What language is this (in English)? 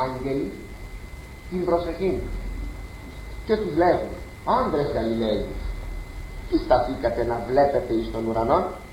Greek